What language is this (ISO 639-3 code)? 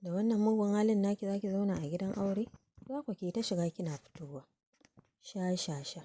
hau